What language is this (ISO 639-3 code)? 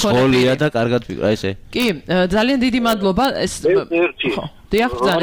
kat